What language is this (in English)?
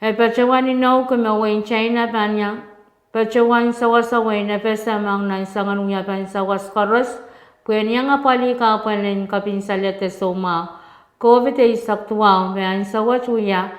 Pohnpeian